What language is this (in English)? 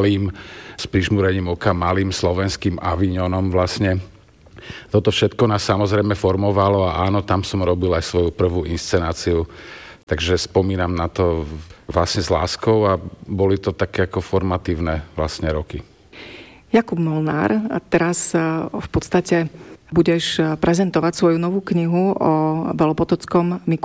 Slovak